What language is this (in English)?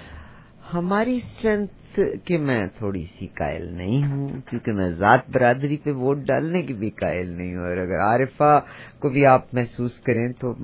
Urdu